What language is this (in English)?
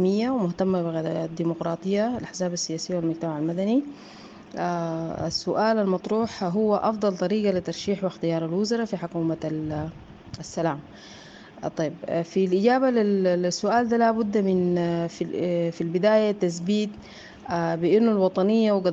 Sudanese Arabic